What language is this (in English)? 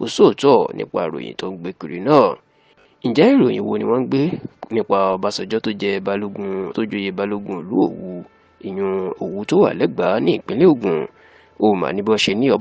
Yoruba